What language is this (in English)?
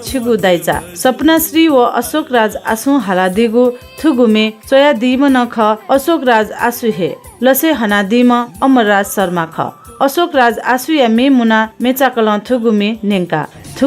Newari